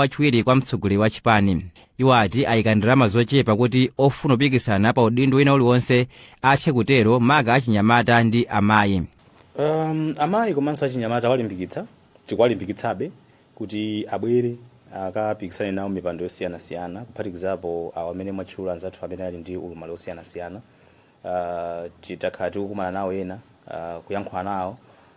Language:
Nyanja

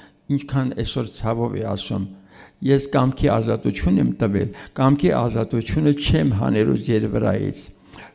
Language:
Armenian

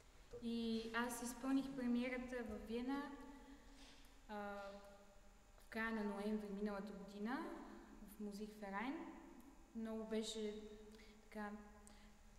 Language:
Bulgarian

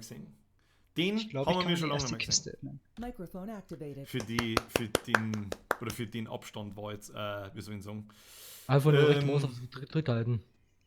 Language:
Bavarian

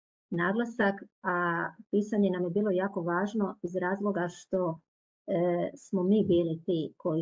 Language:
Croatian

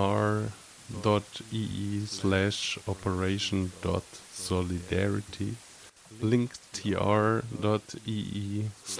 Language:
English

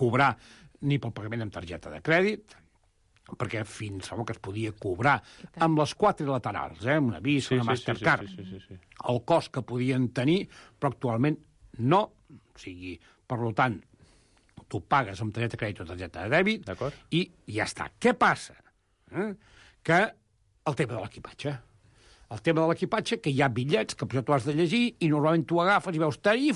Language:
Catalan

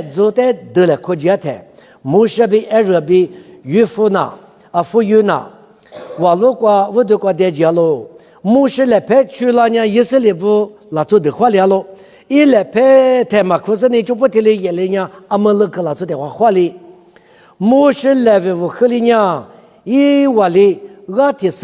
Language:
Lisu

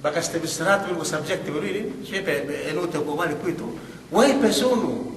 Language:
Yakan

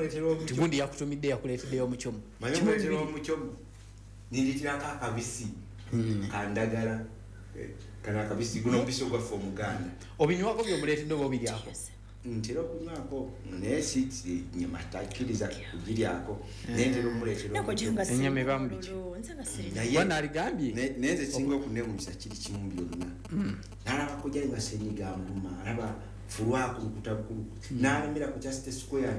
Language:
Ganda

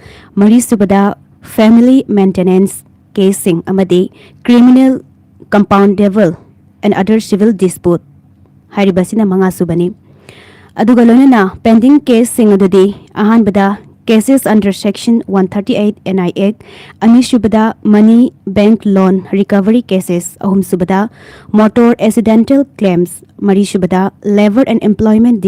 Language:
Manipuri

